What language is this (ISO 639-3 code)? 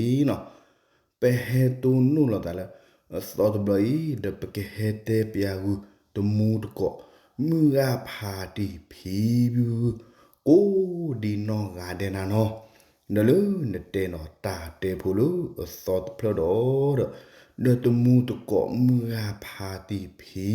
ksw